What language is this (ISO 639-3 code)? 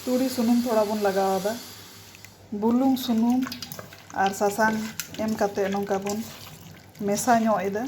sat